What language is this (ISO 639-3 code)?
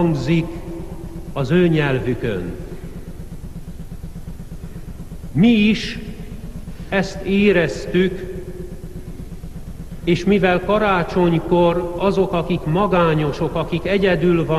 hun